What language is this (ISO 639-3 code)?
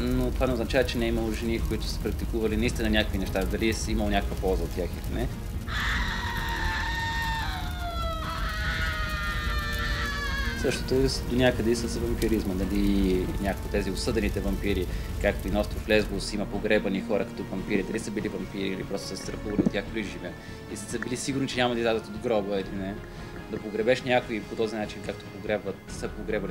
bul